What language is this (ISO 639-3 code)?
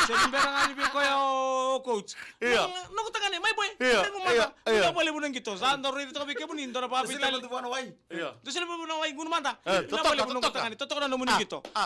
fij